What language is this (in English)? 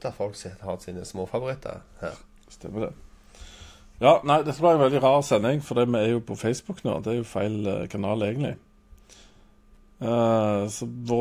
Norwegian